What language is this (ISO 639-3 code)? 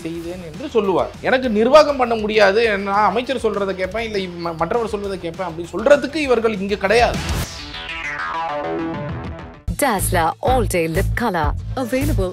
tam